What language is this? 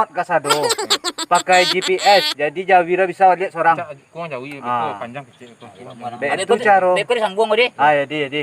Minangkabau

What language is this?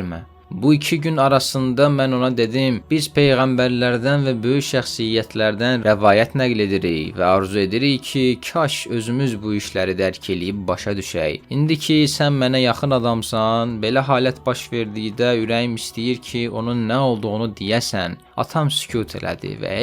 Azerbaijani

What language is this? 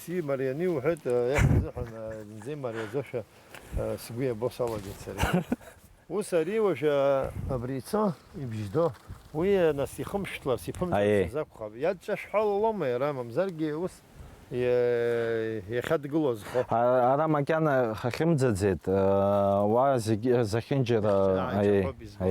Abkhazian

